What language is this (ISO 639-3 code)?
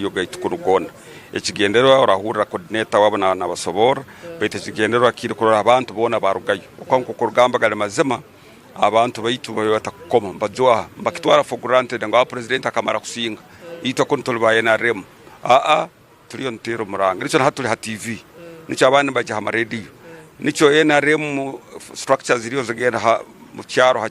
nyn